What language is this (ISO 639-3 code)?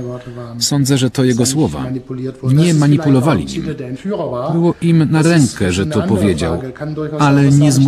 pol